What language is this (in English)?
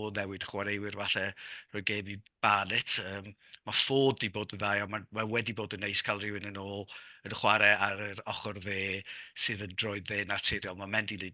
Welsh